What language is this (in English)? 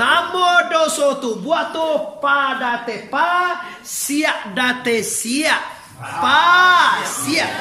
Minangkabau